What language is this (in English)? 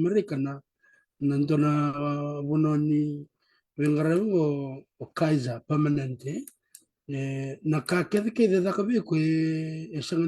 Fijian